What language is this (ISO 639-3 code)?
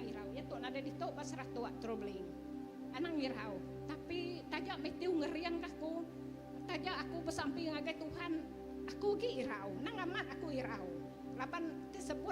iba